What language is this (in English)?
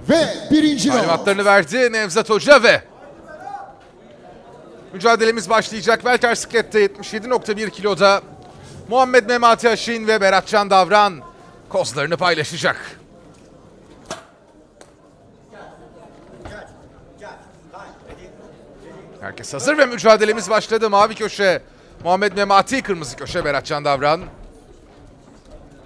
Turkish